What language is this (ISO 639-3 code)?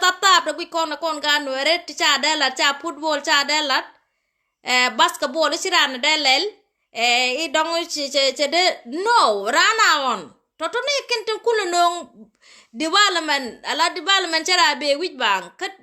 nus